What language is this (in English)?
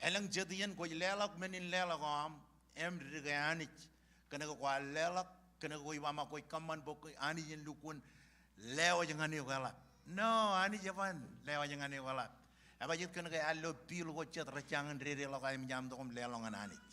Marshallese